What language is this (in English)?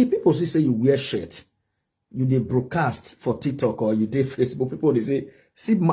Nigerian Pidgin